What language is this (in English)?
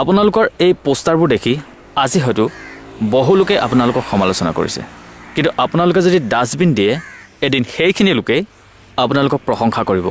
Assamese